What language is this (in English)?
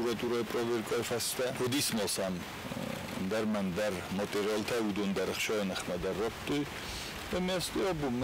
Ossetic